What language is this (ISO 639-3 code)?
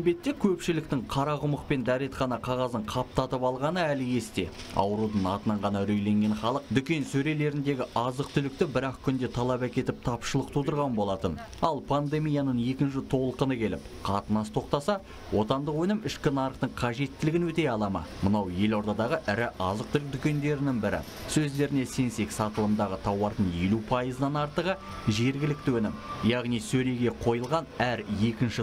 kaz